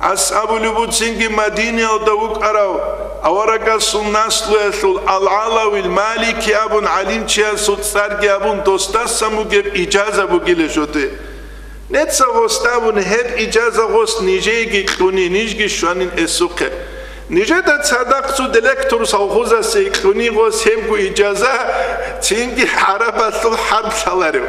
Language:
Avaric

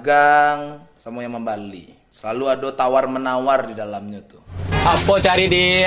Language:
Minangkabau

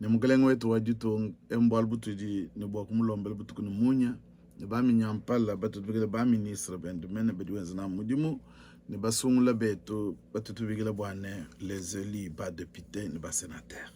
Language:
Luba-Lulua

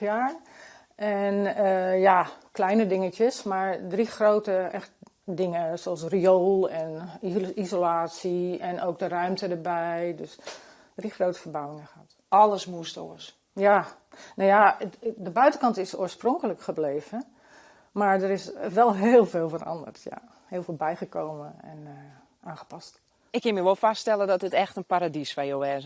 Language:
Western Frisian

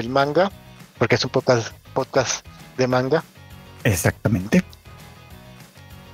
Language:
Spanish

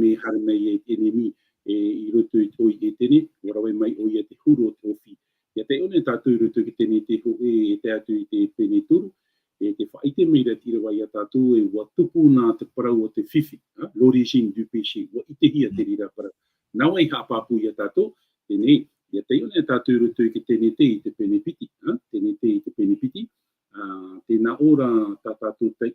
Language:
Tahitian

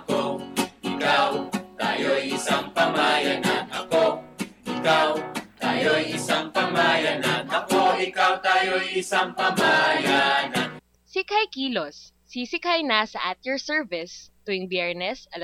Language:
Filipino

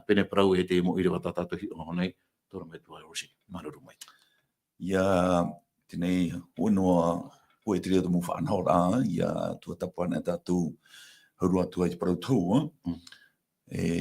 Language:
Tahitian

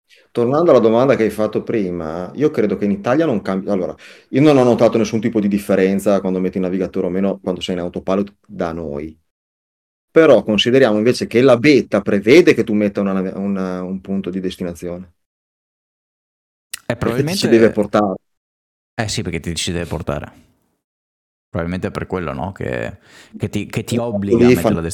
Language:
Italian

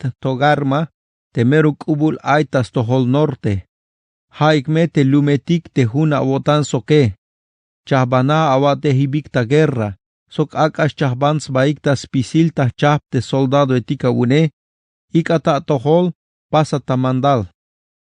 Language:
Tzeltal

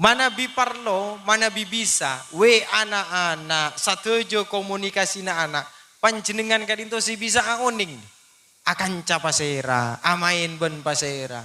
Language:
Madurese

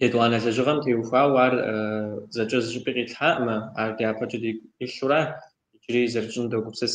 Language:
Kabardian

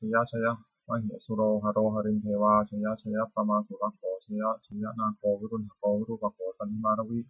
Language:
Pali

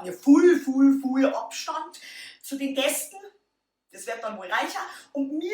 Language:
Bavarian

